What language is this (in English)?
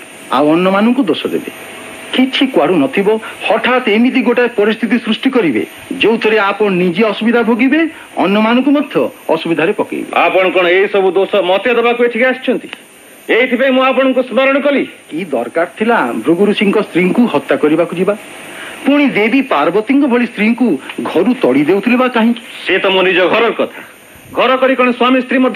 Odia